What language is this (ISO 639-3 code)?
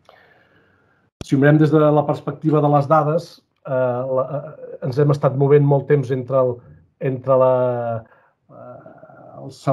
cat